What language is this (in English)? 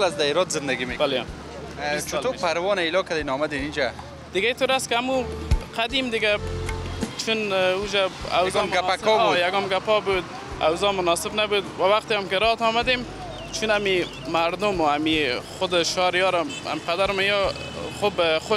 Persian